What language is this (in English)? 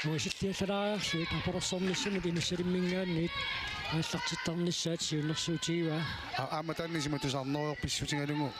Kalaallisut